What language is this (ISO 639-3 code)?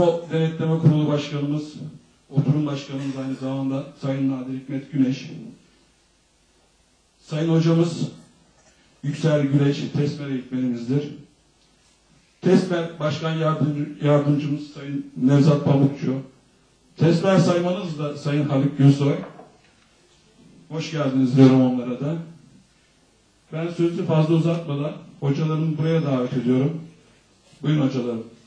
tur